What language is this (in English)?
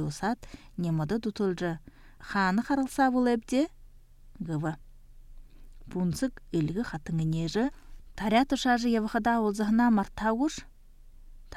Buriat